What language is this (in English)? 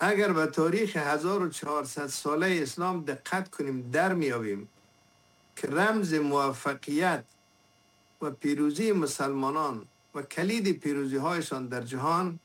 Persian